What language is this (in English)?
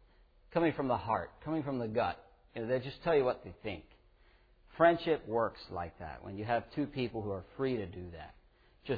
English